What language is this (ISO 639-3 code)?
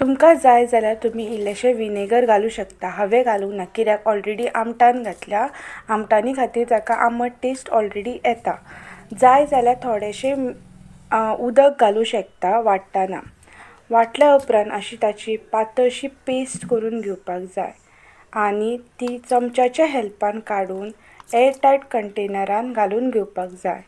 kok